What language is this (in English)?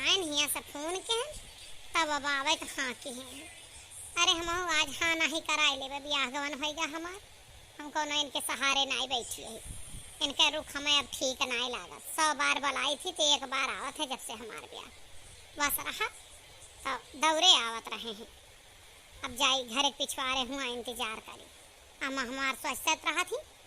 Awadhi